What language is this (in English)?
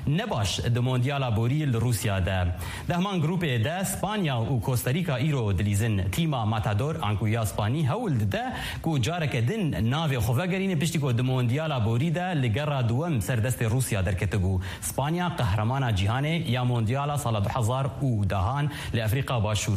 Kurdish